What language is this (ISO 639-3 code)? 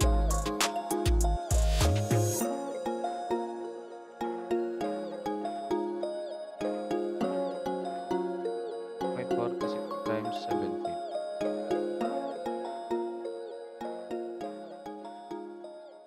fil